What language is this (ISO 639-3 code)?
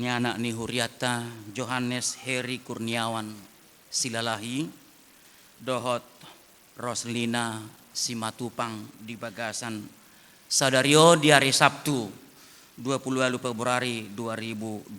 bbc